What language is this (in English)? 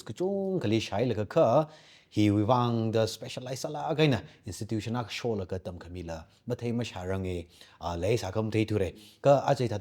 Tangkhul Naga (India)